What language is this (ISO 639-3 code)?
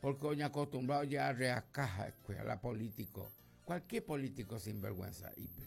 grn